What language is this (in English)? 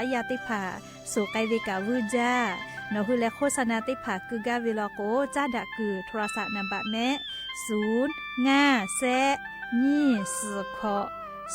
Lahu